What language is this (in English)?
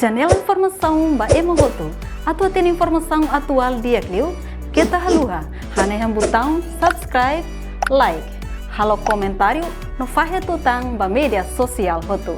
Tetum